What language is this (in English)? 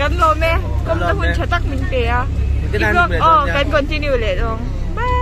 Mizo